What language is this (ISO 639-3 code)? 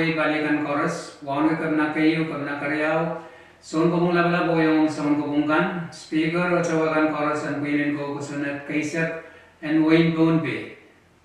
pon